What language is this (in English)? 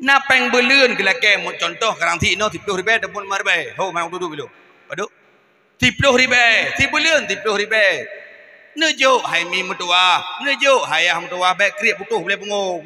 Achinese